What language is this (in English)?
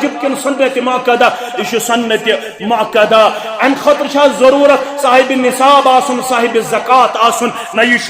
Kashmiri